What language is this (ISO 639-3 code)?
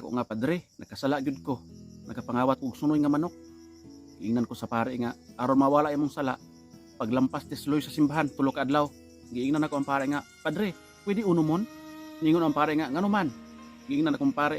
ceb